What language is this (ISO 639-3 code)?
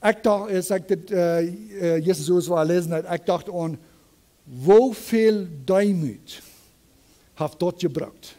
pdt